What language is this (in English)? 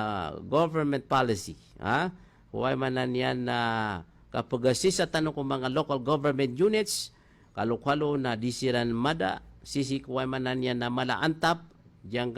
Maranao